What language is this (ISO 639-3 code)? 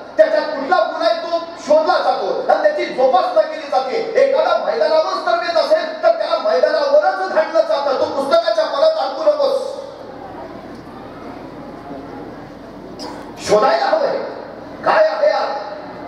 mar